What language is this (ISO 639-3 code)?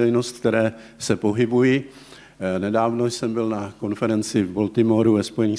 ces